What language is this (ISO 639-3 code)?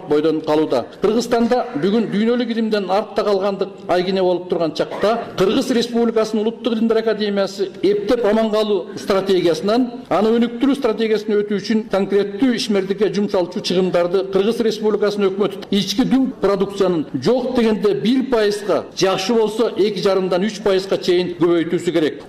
kir